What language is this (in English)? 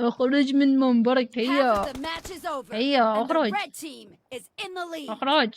Mesopotamian Arabic